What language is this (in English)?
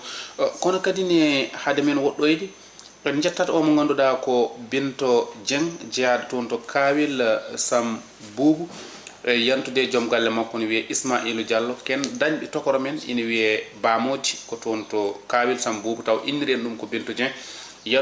Fula